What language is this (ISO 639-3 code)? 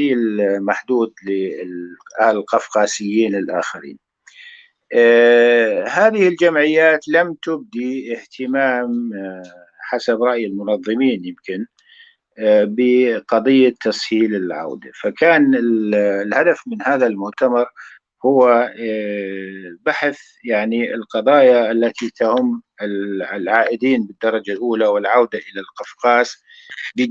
apc